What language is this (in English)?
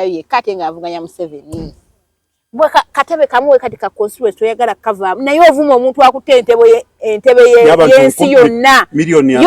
Ganda